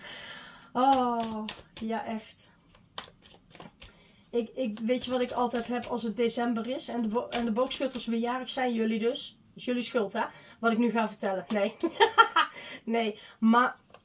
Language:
Dutch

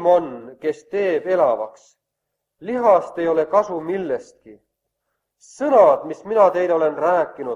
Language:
Estonian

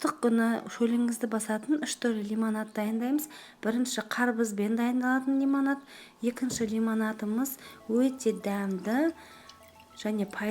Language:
Kazakh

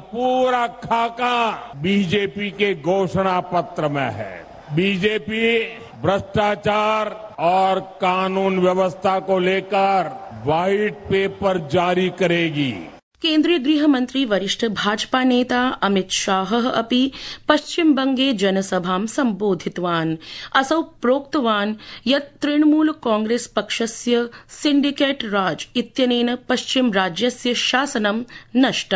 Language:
Sanskrit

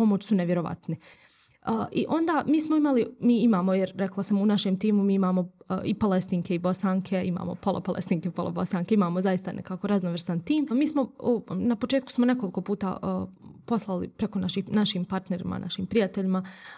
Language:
Bosnian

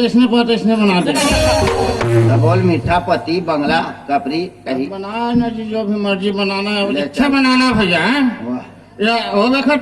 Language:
Chhattisgarhi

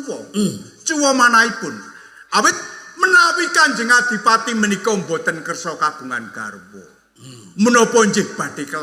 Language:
Javanese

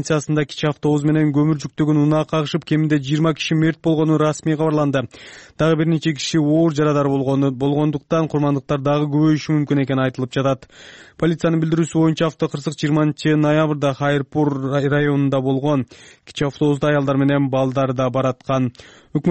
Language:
Kyrgyz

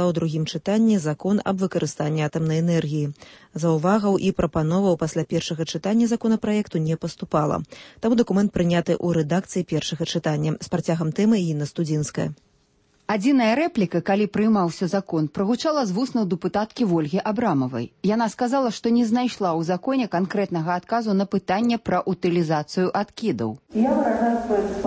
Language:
Belarusian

